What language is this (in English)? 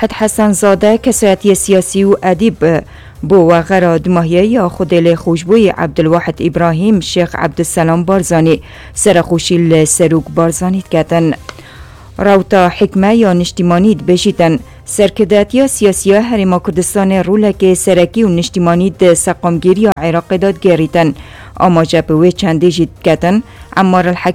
Kurdish